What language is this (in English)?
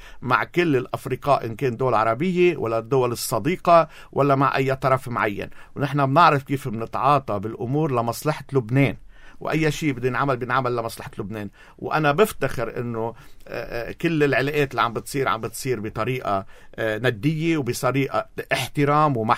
North Levantine Arabic